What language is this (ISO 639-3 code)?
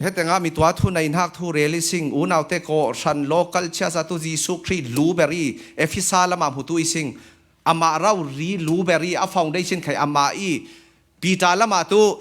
cfm